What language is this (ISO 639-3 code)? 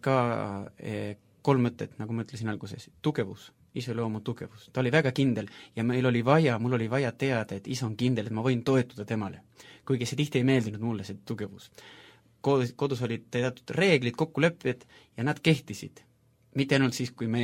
est